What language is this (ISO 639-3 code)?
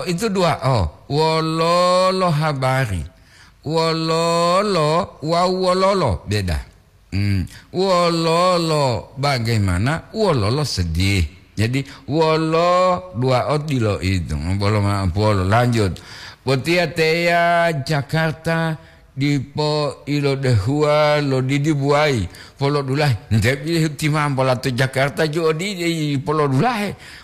gor